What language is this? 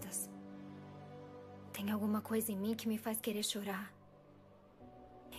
Portuguese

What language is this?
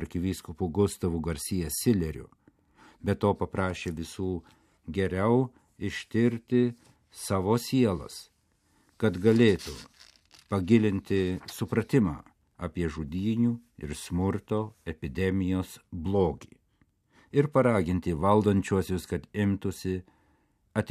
Lithuanian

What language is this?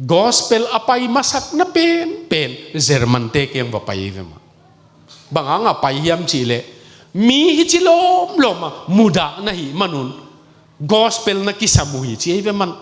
Tedim Chin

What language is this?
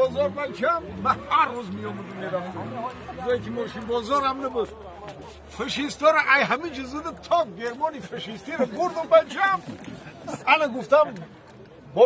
Tajik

